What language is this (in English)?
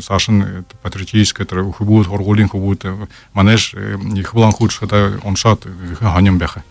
Buriat